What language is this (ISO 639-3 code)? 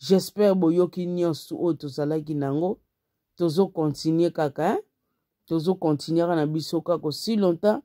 lin